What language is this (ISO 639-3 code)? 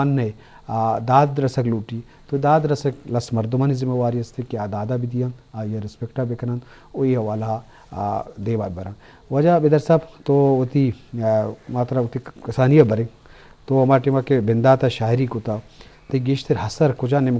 bgp